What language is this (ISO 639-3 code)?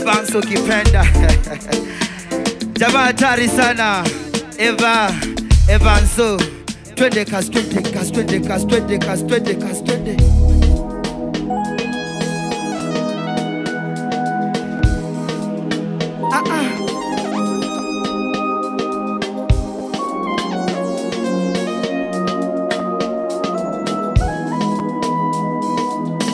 swa